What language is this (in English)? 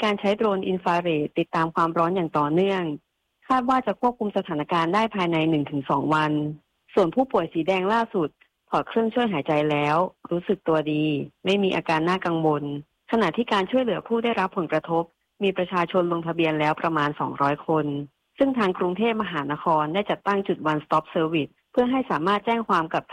Thai